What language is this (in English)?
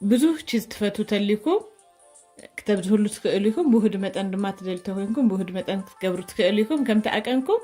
Tigrinya